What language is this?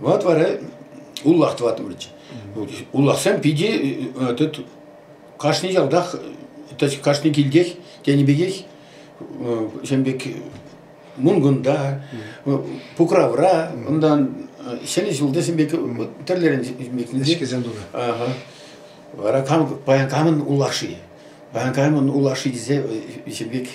Chuvash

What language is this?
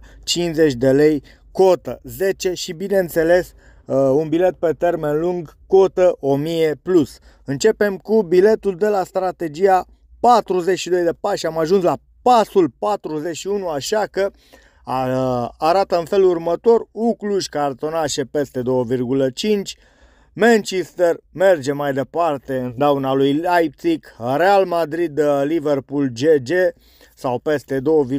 Romanian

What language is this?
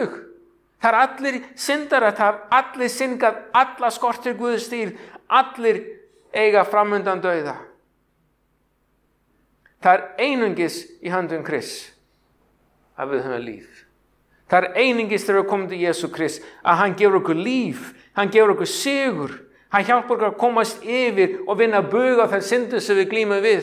Icelandic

